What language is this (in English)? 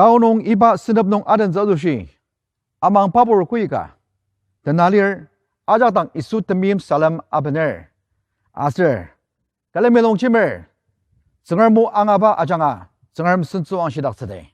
Ao Naga